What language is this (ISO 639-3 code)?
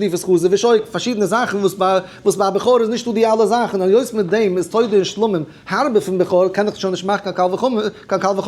yid